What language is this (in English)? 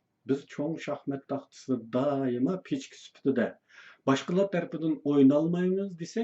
Uyghur